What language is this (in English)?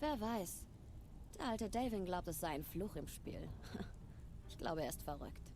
Swiss German